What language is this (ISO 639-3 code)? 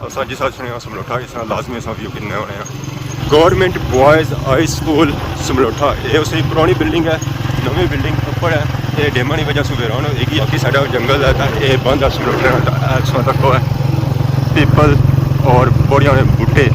phr